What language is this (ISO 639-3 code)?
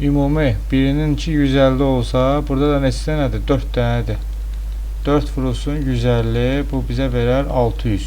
aze